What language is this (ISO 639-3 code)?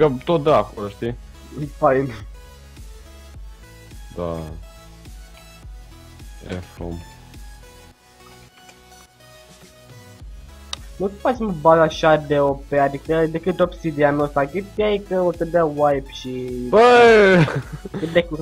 ron